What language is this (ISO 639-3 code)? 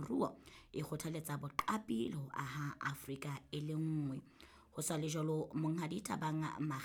sot